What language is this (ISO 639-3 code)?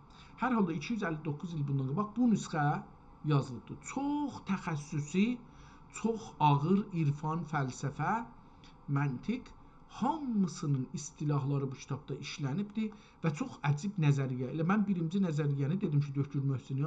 azb